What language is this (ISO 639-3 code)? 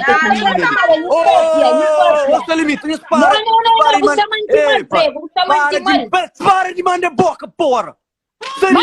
kea